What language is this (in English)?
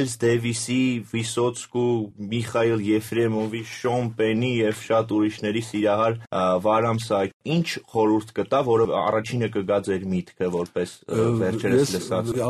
Armenian